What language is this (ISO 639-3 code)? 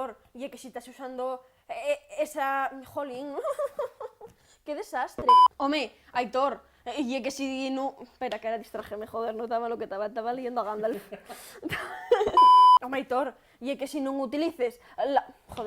ast